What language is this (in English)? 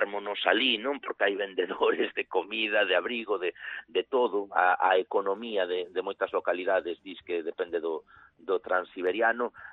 Galician